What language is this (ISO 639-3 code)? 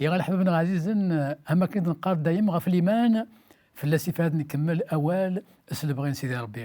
kab